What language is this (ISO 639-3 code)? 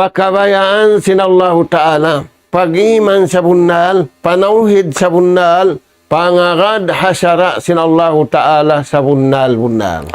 tsg